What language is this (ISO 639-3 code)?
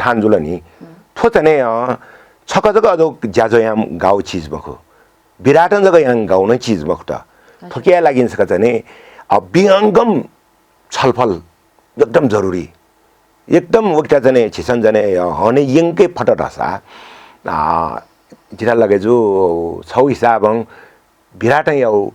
new